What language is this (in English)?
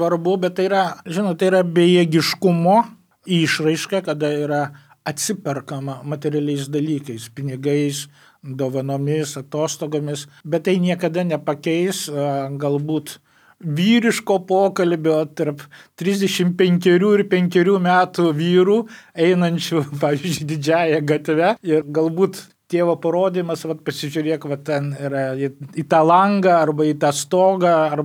Lithuanian